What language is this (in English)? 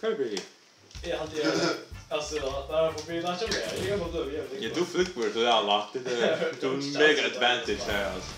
Faroese